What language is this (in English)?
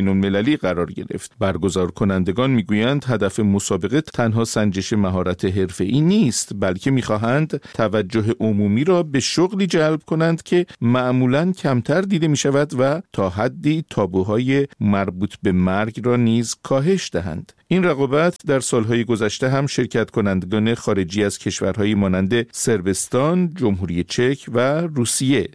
Persian